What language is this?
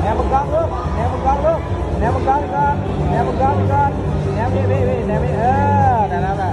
Lao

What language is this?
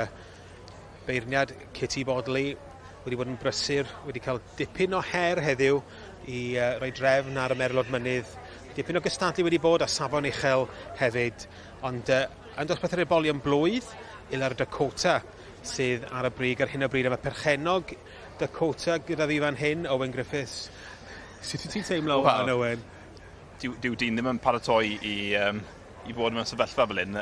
Welsh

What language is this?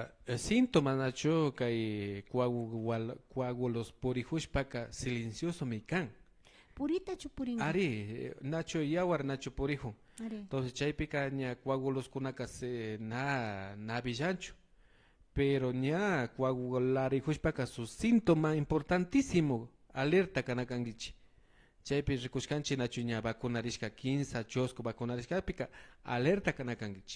Imbabura Highland Quichua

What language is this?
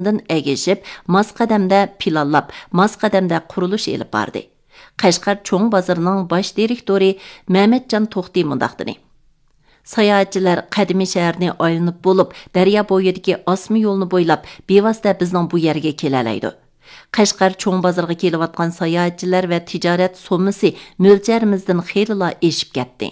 Uyghur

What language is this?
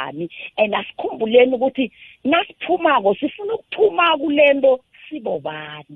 South Ndebele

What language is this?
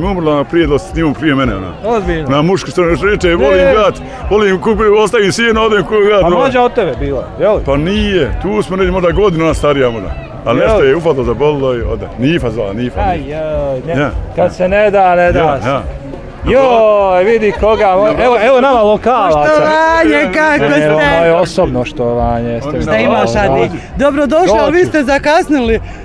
Bosnian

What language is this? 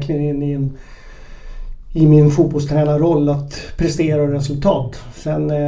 Swedish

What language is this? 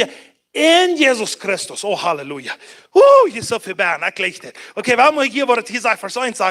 Plautdietsch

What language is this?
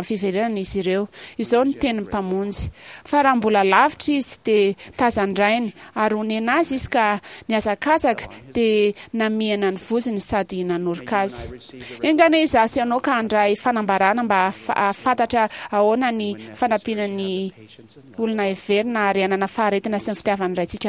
Malagasy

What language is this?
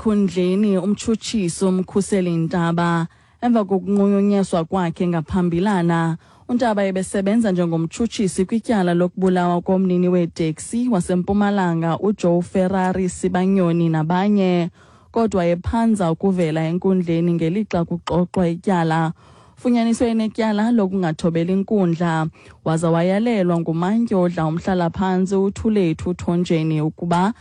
Xhosa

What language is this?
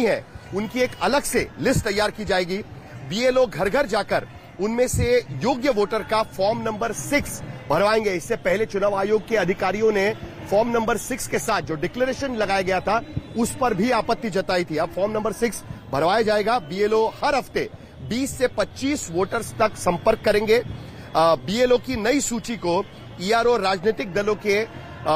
Hindi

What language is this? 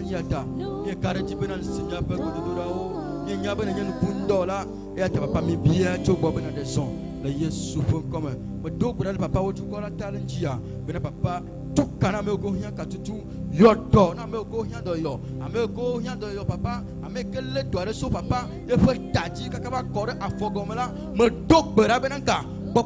Ewe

